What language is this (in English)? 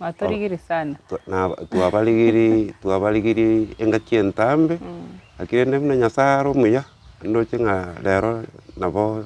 Gusii